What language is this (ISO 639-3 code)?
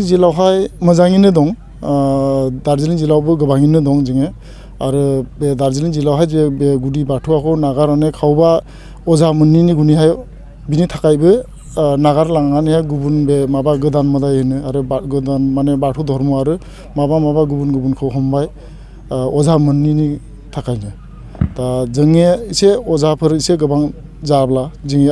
brx